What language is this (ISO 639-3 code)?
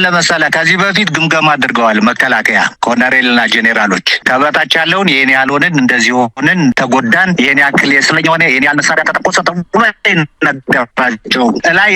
amh